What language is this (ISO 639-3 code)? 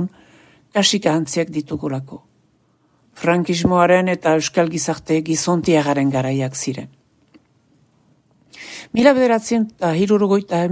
eus